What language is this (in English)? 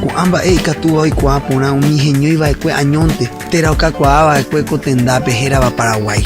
Guarani